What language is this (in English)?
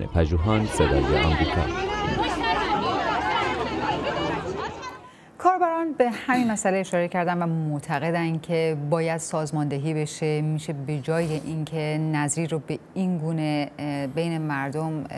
Persian